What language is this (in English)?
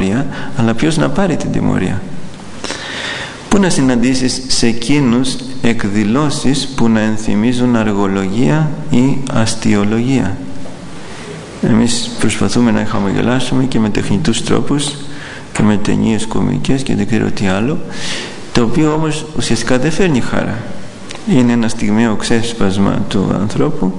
Greek